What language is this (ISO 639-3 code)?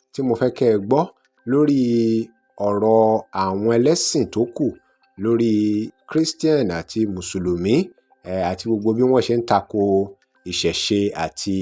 yor